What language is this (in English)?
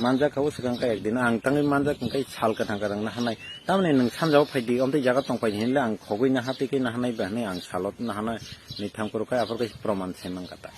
Kok Borok